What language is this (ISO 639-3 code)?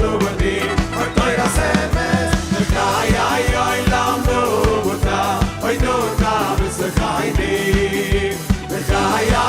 yid